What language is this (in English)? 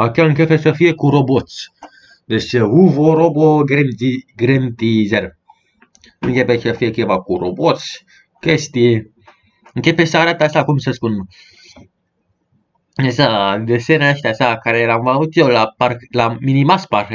Romanian